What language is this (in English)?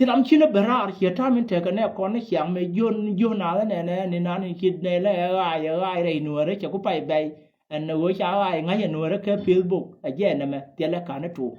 Nuer